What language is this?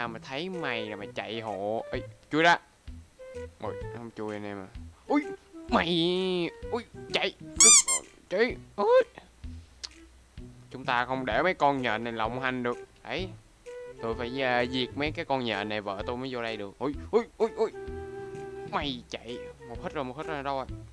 Vietnamese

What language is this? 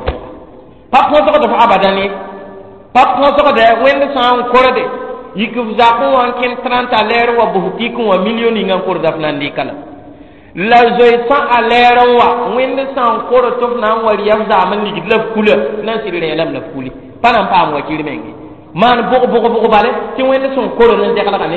Mossi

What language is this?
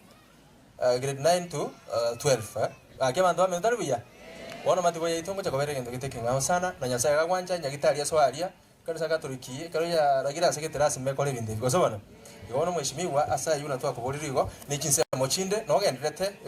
Gusii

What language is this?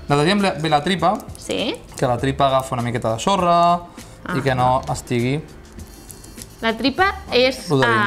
Catalan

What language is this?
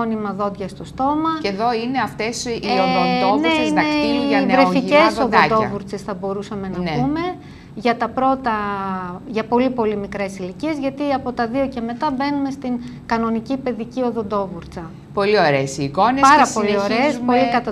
Greek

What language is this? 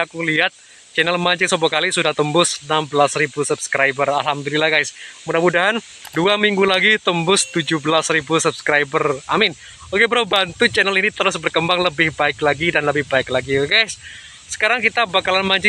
Indonesian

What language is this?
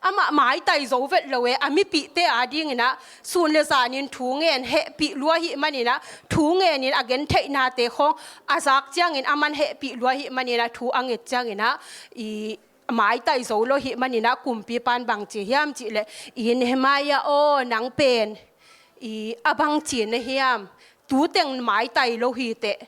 Tedim Chin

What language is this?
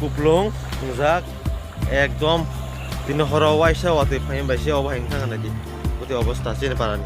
Kok Borok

